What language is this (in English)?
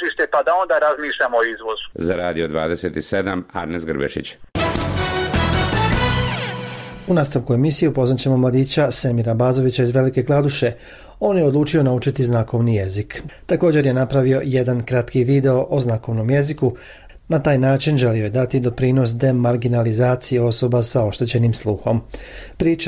Bosnian